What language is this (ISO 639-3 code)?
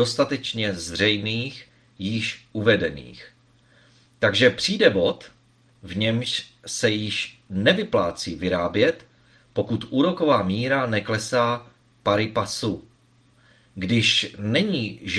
ces